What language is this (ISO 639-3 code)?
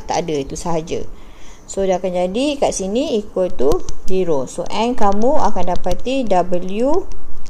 msa